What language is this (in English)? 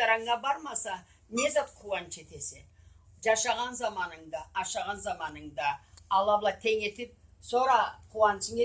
Karachay-Balkar